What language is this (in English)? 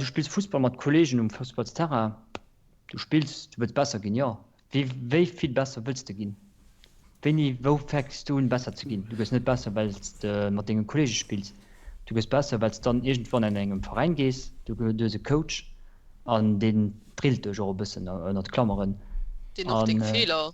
Luxembourgish